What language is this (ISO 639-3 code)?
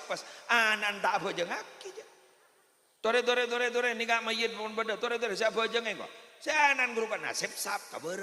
mad